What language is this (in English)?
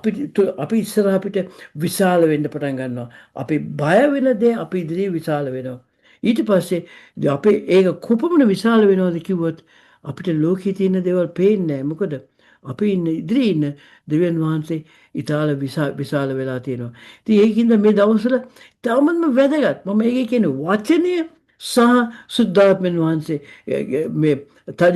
Sinhala